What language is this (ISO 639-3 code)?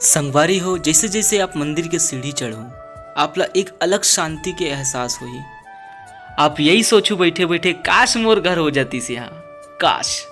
hne